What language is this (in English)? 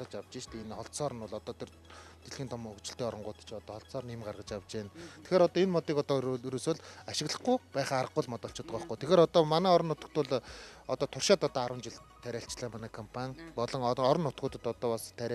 Mongolian